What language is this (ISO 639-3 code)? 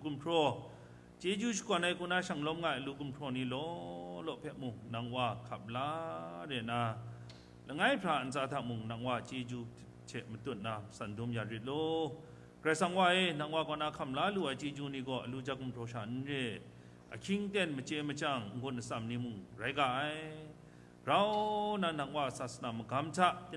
kac